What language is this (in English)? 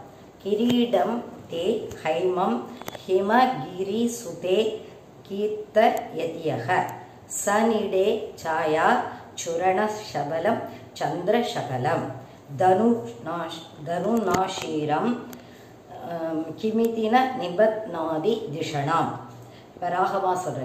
Tamil